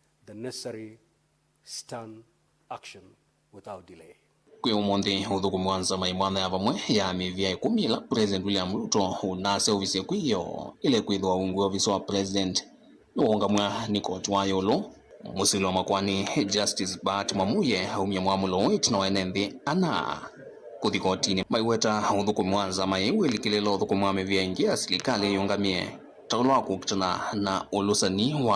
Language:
Kamba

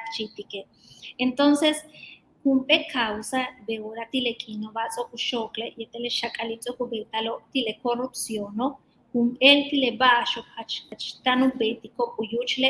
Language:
Yucateco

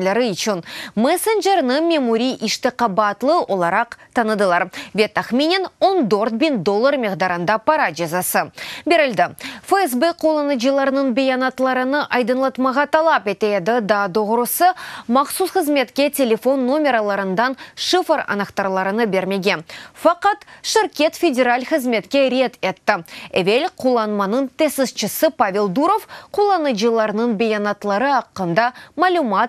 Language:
Crimean Tatar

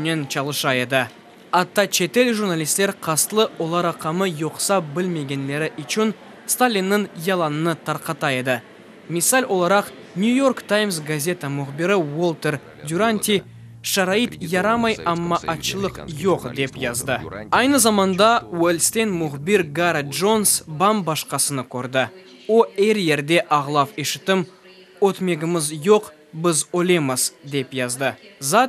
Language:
Crimean Tatar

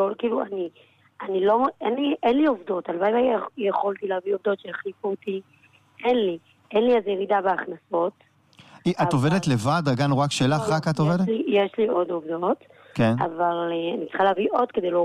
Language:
Hebrew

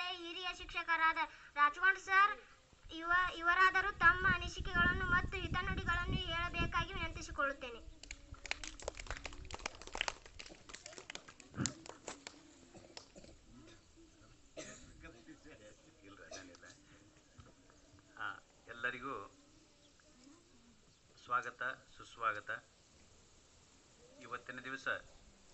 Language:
Kannada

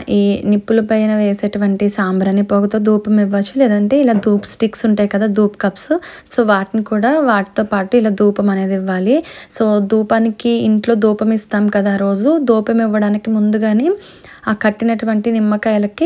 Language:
Telugu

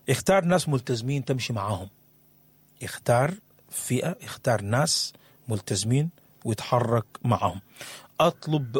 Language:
Sudanese Arabic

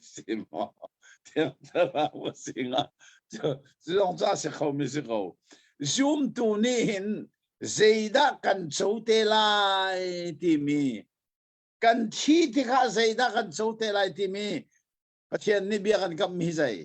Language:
Hakha Chin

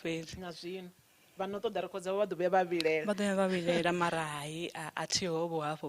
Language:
Venda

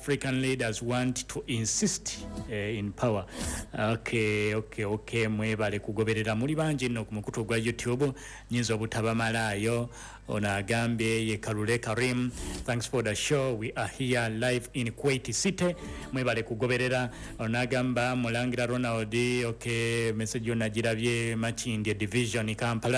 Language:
Ganda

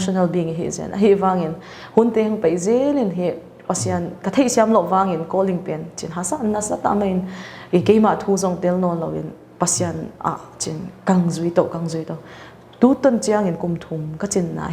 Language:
Paite Chin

